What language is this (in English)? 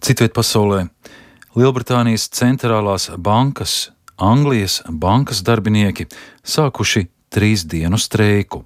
Latvian